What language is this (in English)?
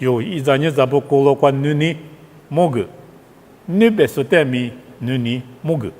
Lisu